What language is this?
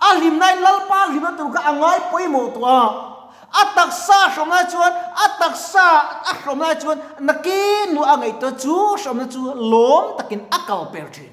Mizo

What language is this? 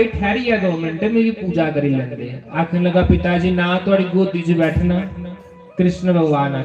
Dogri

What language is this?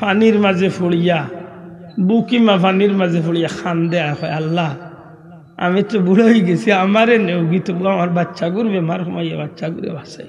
Sylheti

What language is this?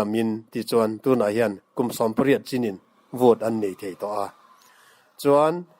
Mizo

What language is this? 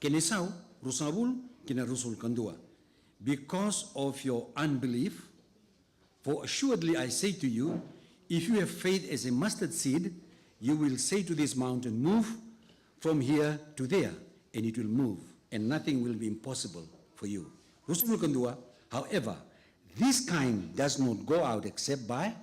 Fijian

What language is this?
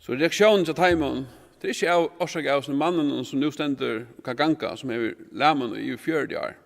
Faroese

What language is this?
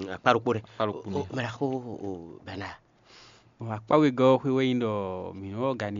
Fon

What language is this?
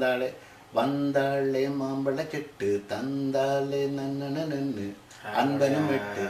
Tamil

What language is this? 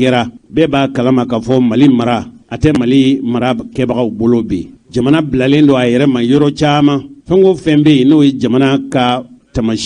Bambara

